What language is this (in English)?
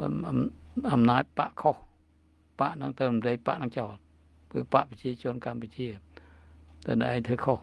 Khmer